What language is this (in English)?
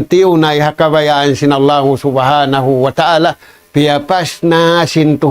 Tausug